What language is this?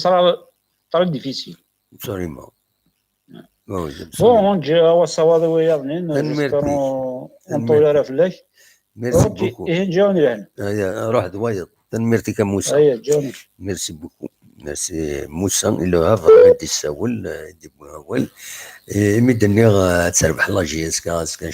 Kabyle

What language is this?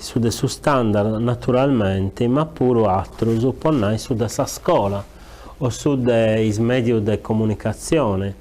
Sardinian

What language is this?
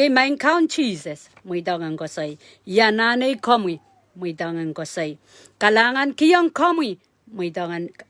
Pohnpeian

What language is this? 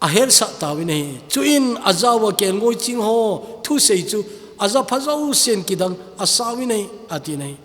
Thado Chin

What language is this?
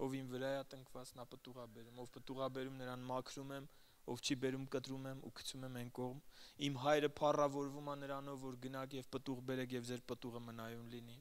Armenian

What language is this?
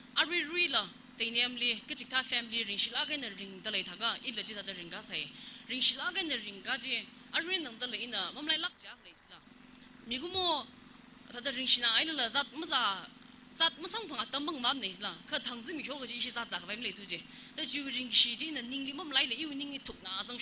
Tangkhul Naga (India)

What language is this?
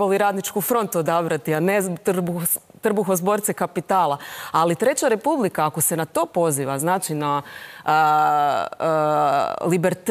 Croatian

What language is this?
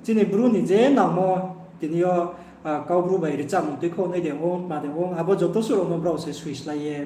Riang (India)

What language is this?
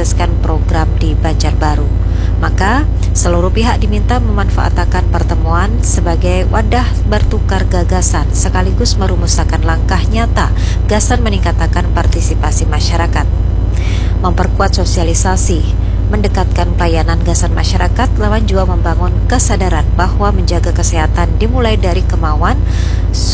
Banjar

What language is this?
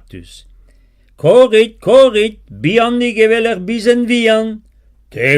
Breton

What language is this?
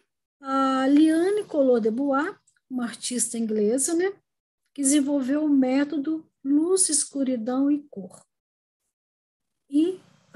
Portuguese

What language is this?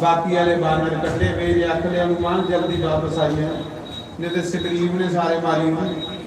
Dogri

